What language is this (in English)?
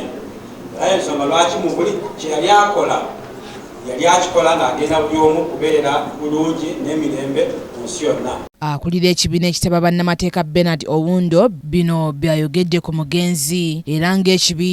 Ganda